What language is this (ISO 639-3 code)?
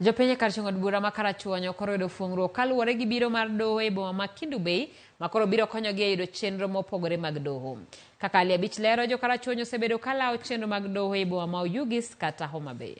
luo